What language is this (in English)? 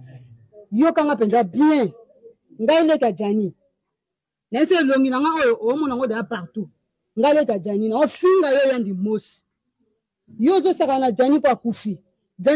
Lingala